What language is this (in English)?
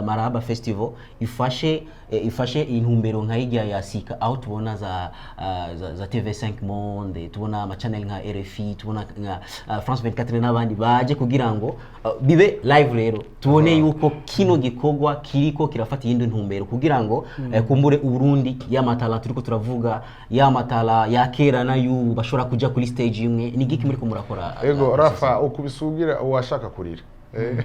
Rundi